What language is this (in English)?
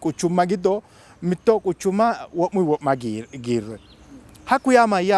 Sidamo